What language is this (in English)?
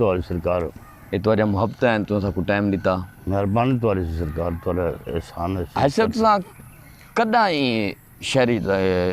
Saraiki